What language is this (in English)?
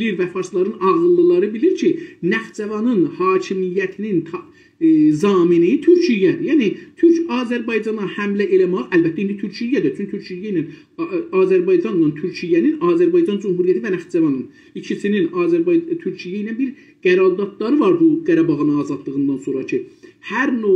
South Azerbaijani